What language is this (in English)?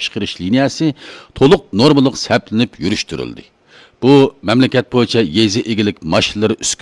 Uyghur